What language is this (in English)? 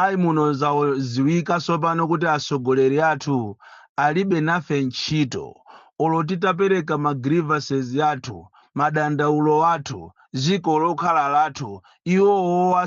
Nyanja